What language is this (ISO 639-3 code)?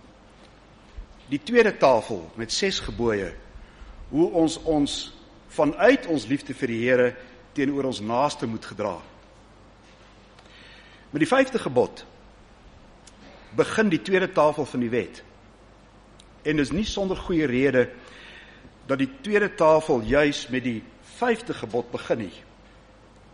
afr